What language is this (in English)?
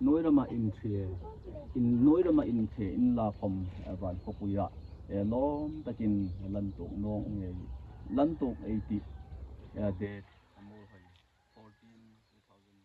Hmar